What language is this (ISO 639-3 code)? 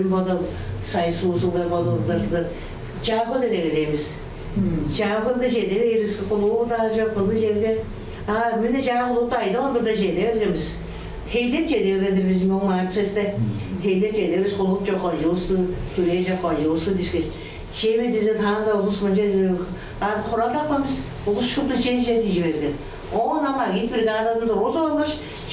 tyv